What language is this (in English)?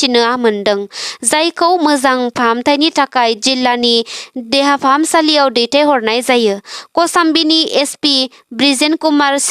Bodo